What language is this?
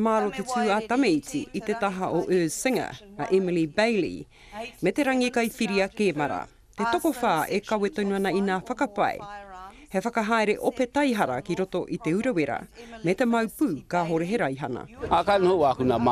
Māori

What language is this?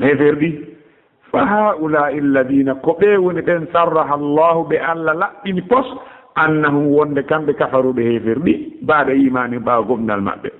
Pular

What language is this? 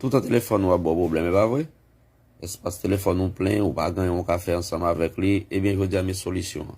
Haitian Creole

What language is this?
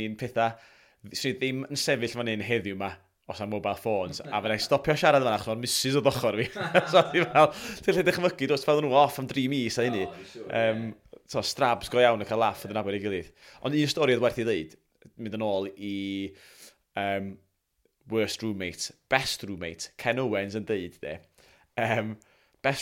Welsh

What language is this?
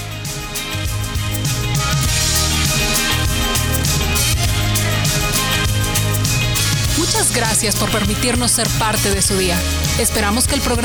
Spanish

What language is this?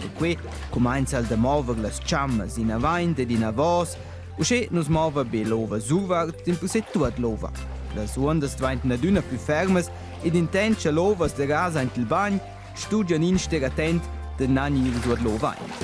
Romansh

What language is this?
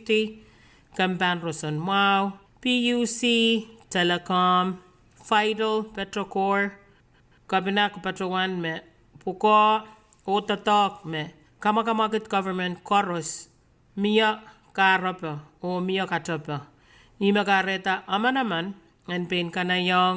Pohnpeian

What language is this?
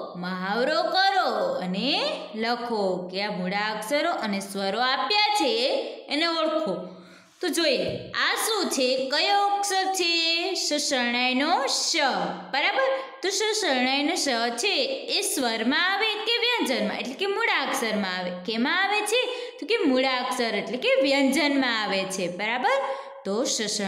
Gujarati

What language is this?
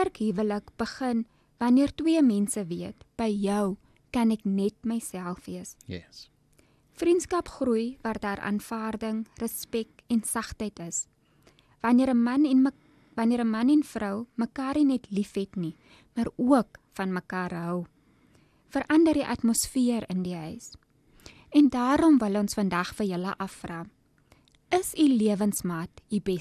Afrikaans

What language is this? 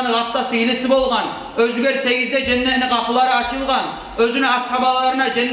Kumyk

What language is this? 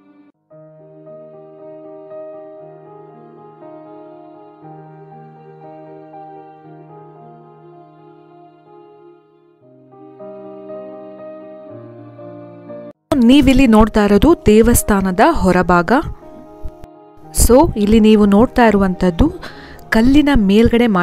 Kannada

